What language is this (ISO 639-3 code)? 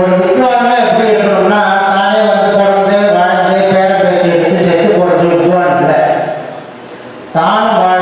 tam